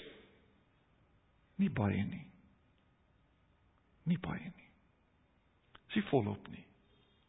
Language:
Afrikaans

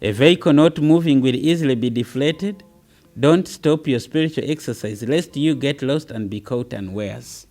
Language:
Nyanja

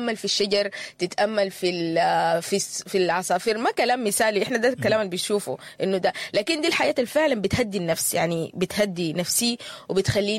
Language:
Sudanese Arabic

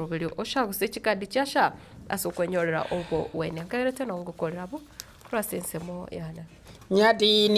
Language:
Gusii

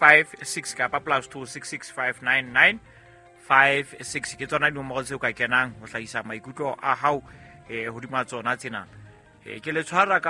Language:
Southern Sotho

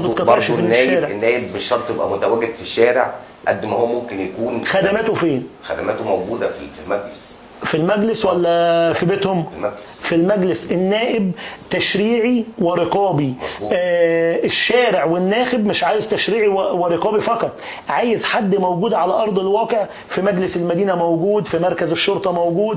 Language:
Egyptian Arabic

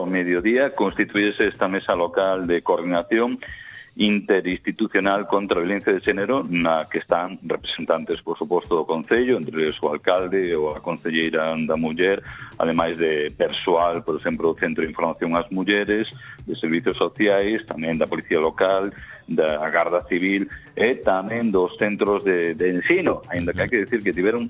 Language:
Galician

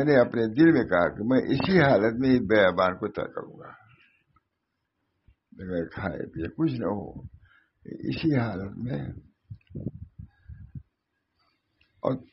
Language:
Urdu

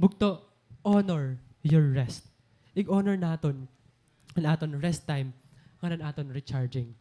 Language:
Waray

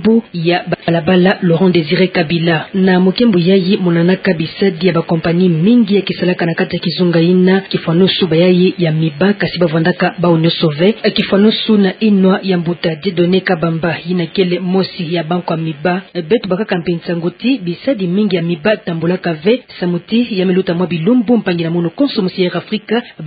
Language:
Kituba (Democratic Republic of Congo)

